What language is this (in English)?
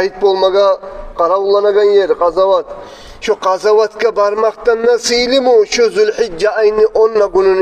Kumyk